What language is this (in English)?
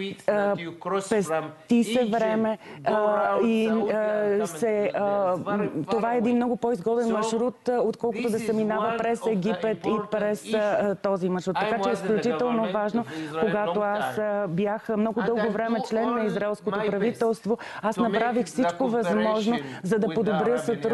Bulgarian